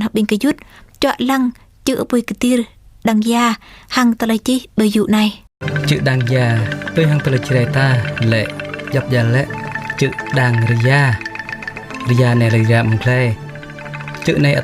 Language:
Jarai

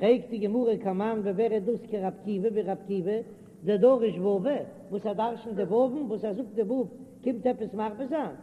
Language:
Yiddish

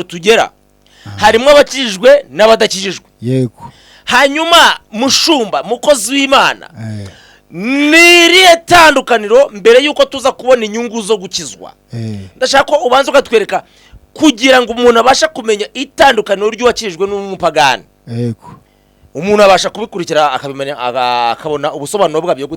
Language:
Kinyarwanda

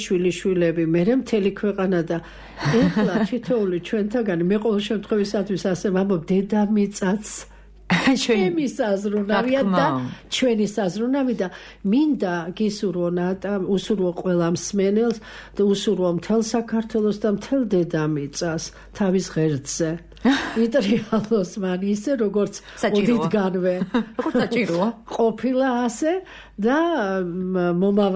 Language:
Georgian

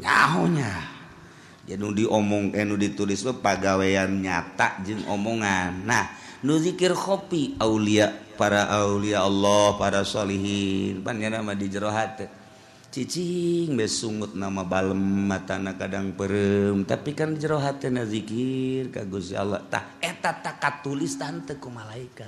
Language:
Sundanese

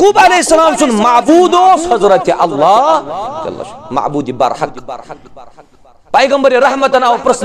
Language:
Kashmiri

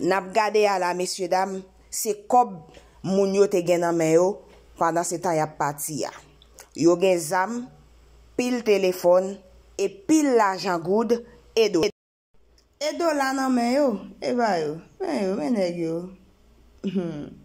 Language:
Haitian Creole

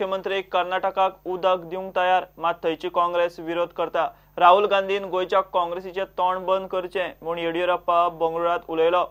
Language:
Konkani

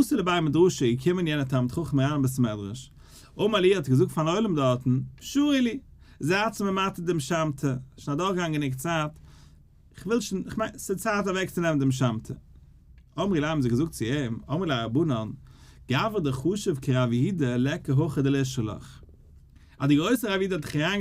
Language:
Yiddish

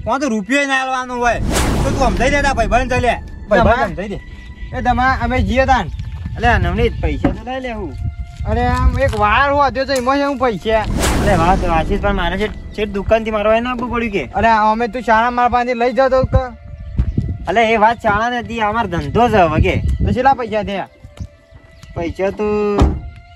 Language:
Gujarati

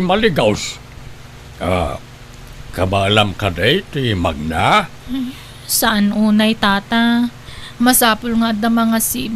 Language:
Iloko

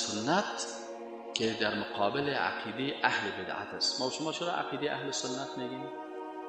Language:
Persian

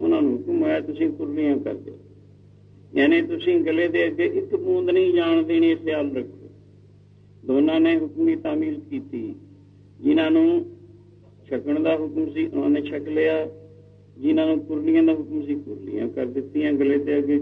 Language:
Punjabi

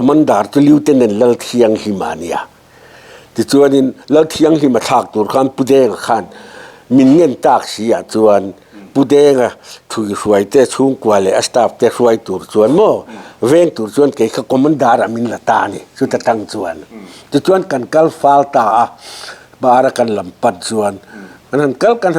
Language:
Mizo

